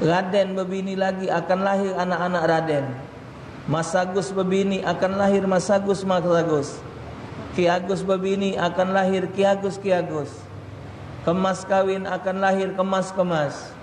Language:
Musi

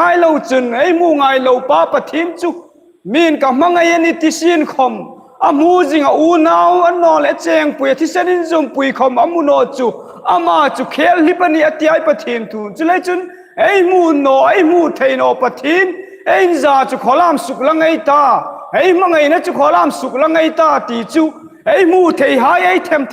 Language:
Hmar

